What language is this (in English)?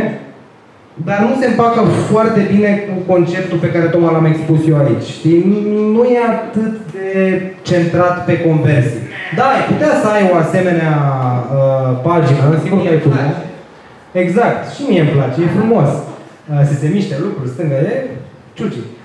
Romanian